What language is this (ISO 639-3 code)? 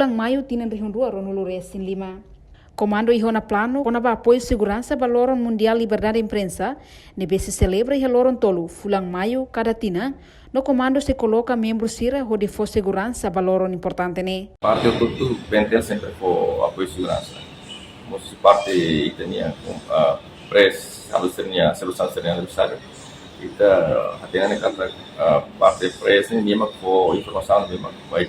tet